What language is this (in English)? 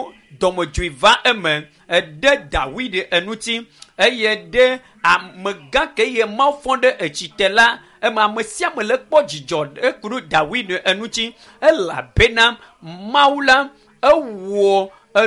Ewe